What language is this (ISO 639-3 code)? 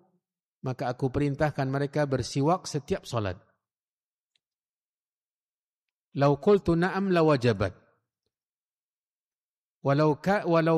ind